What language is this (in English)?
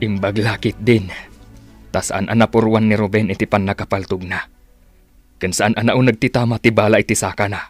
Iloko